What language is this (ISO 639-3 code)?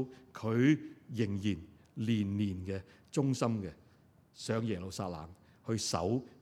yue